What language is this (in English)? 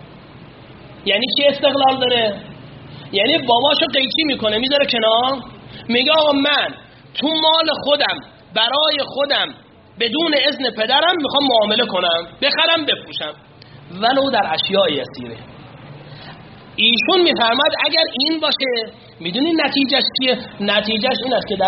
Persian